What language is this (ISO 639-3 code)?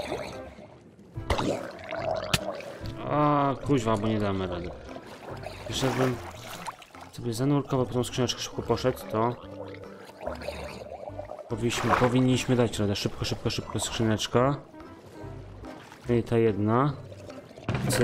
pol